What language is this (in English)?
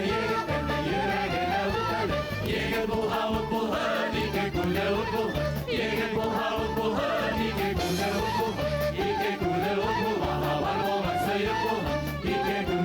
Bashkir